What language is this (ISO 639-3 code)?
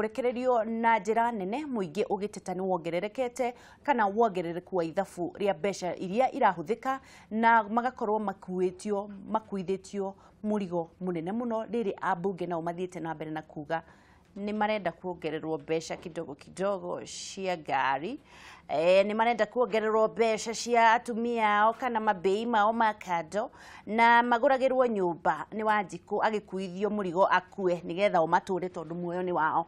kik